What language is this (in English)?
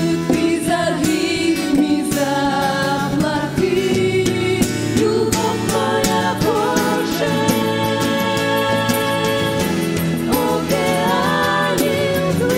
Ukrainian